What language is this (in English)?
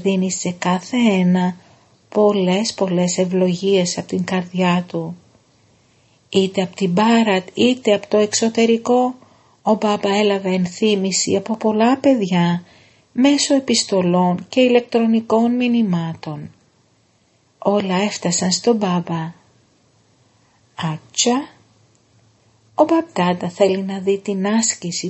Greek